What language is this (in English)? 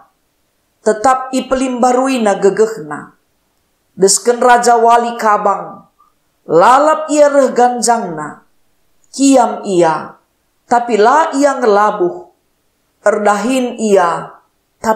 Batak Karo